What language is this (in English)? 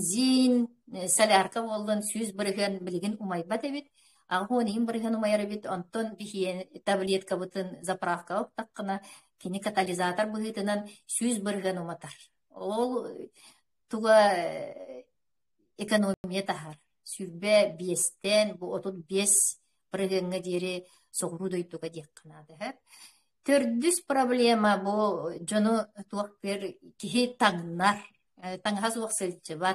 Yakut